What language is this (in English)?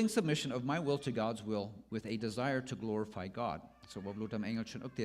Plautdietsch